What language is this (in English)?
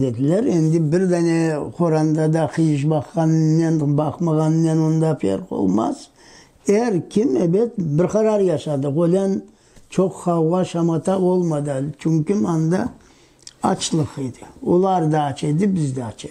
Crimean Tatar